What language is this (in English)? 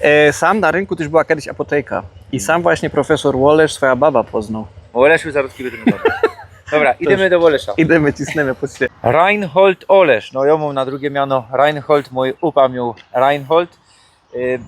Silesian